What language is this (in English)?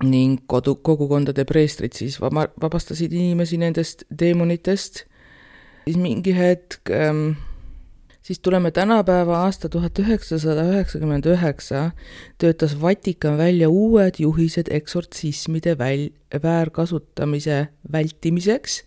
Estonian